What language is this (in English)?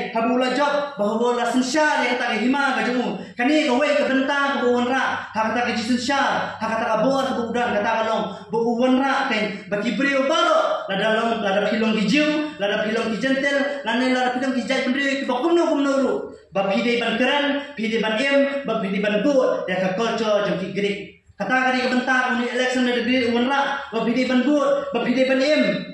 Khasi